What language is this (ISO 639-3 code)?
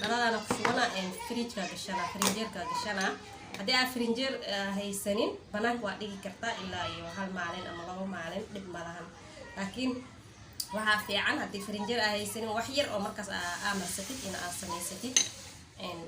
som